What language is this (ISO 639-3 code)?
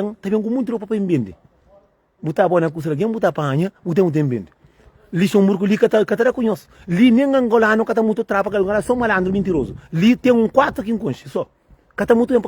kea